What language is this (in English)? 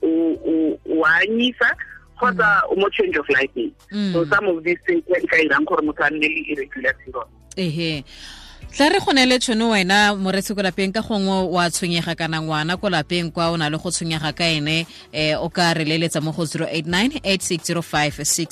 Tswana